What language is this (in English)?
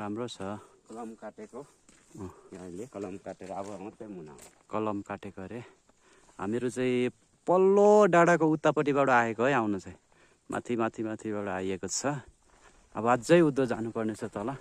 Nepali